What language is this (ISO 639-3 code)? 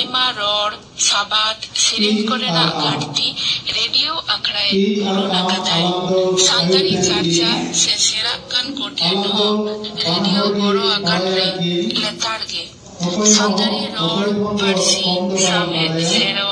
sat